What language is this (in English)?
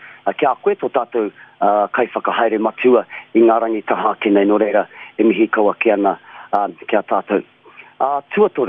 Māori